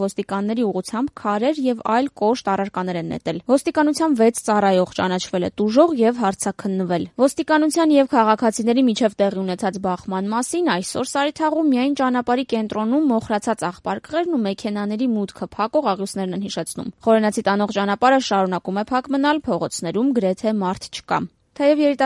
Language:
Armenian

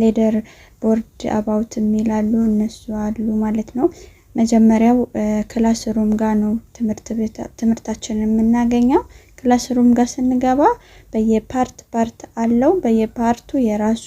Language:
Amharic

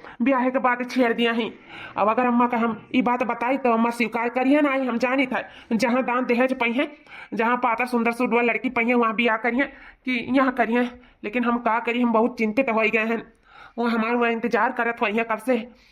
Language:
Awadhi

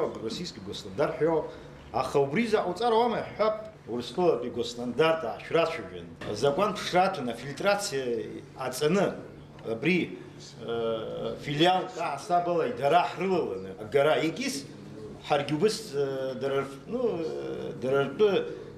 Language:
Abkhazian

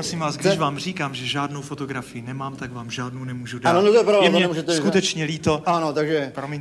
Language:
Czech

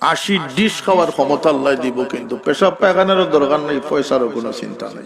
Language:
Sylheti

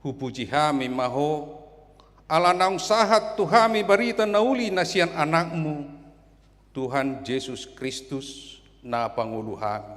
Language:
Batak Toba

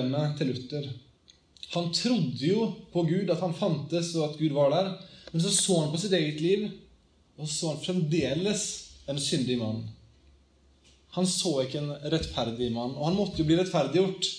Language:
Norwegian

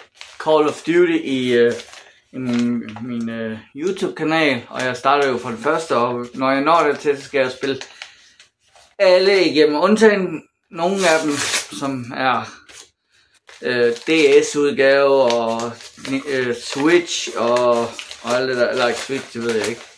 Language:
Danish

